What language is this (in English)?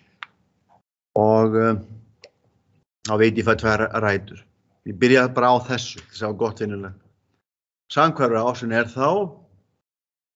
Icelandic